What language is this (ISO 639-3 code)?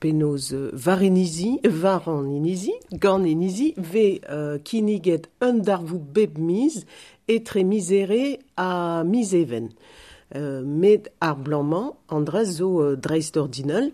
bre